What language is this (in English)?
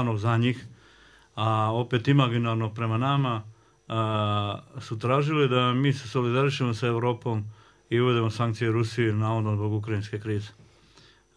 Bosnian